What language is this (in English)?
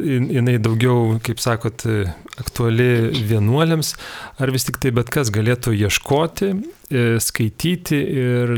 Lithuanian